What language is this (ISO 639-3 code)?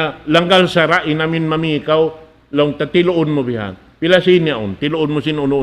tsg